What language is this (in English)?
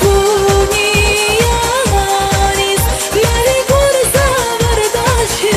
Tabassaran